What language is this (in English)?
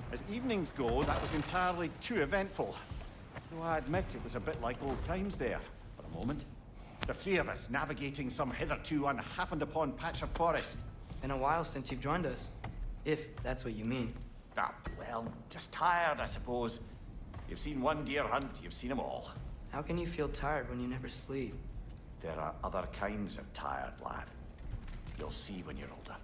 English